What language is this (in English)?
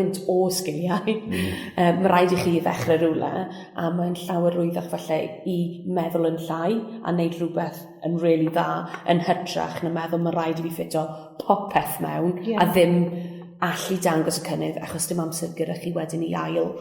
Welsh